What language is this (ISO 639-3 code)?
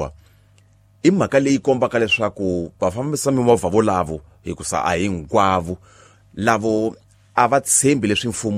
tso